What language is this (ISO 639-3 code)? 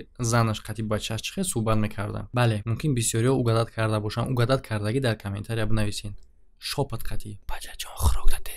tgk